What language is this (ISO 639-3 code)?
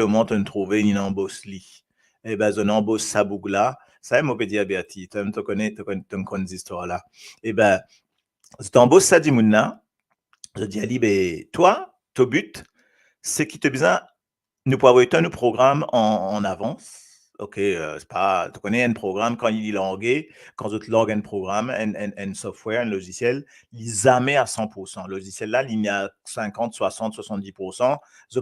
mfe